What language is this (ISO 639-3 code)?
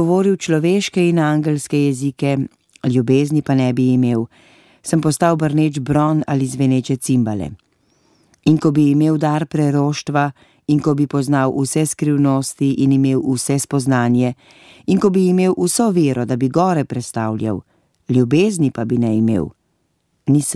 slv